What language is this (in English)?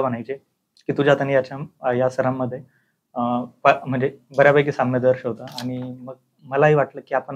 Marathi